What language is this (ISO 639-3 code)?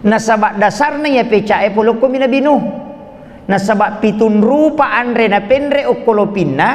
bug